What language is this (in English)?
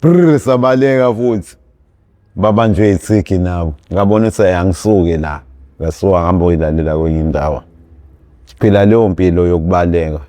Zulu